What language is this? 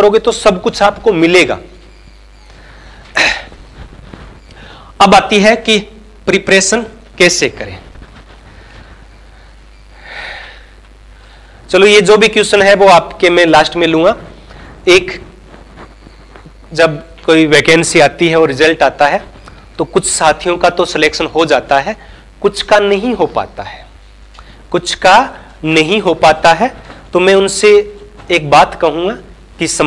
Hindi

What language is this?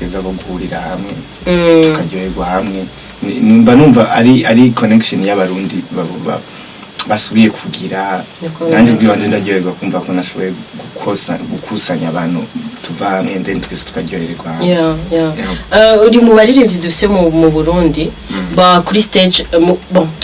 Rundi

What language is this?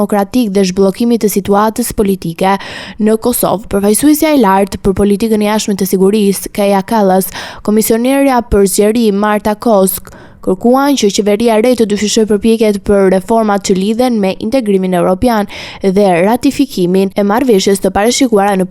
Albanian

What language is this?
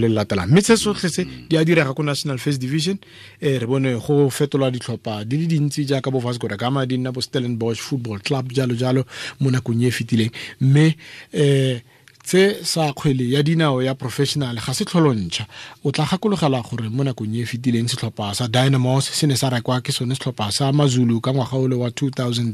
Tswana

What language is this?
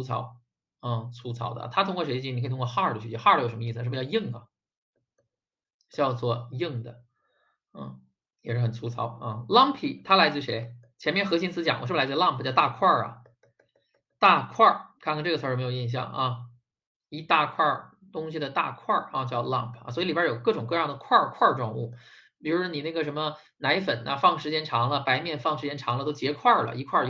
Chinese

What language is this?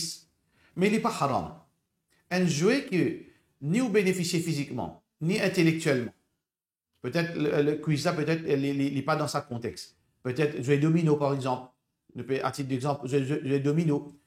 Morisyen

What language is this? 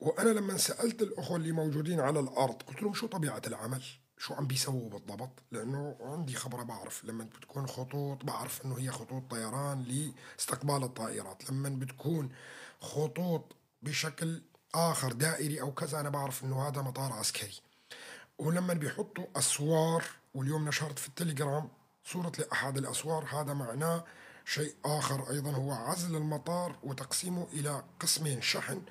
North Levantine Arabic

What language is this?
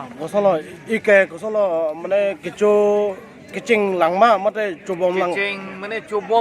Karbi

